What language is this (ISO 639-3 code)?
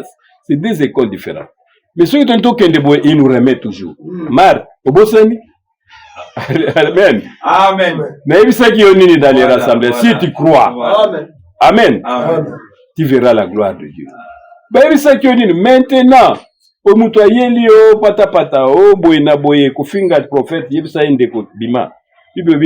lin